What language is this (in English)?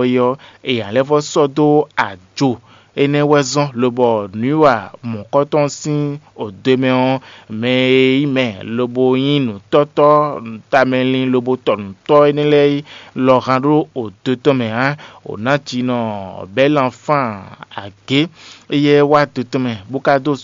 Fon